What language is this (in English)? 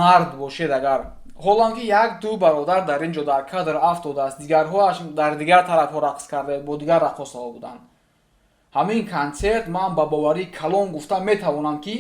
Tajik